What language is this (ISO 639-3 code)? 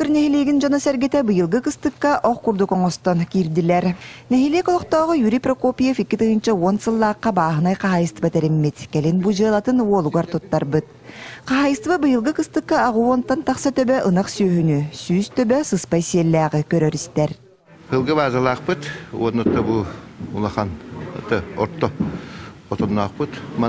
sah